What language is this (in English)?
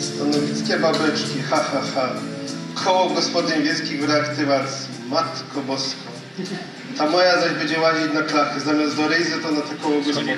Silesian